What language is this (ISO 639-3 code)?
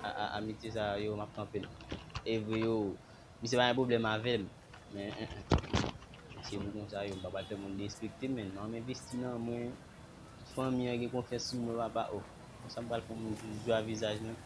hat